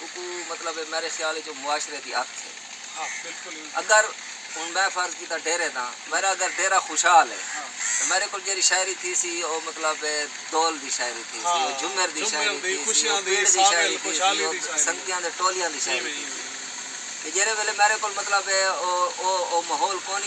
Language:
Saraiki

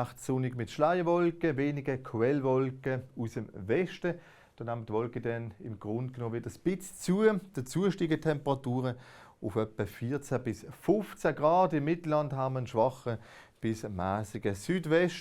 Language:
Swiss German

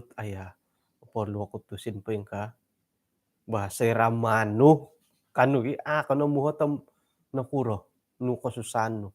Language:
Central Dusun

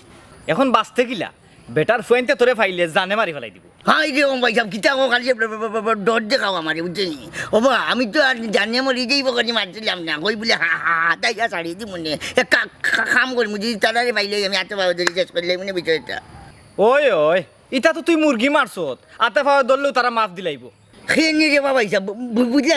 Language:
Sylheti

